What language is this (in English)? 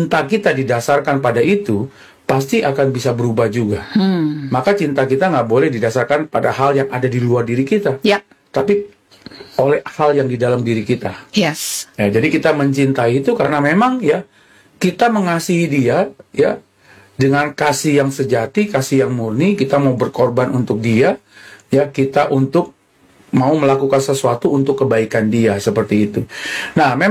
Indonesian